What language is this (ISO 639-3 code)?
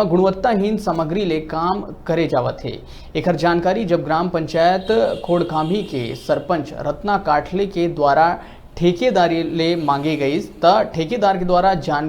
hne